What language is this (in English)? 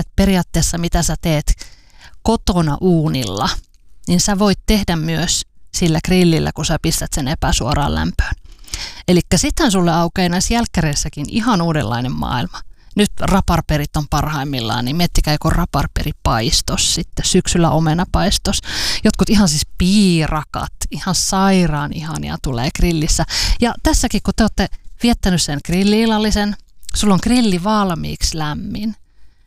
Finnish